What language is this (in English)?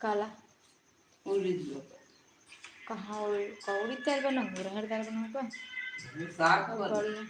Chhattisgarhi